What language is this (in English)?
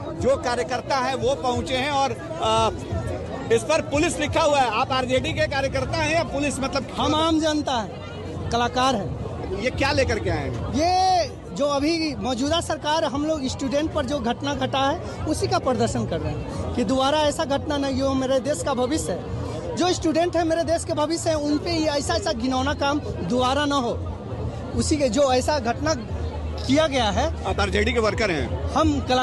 Hindi